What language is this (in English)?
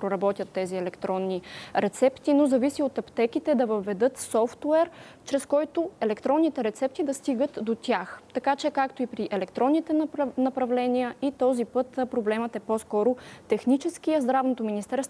Bulgarian